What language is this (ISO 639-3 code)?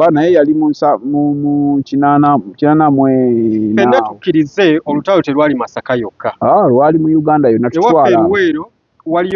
lug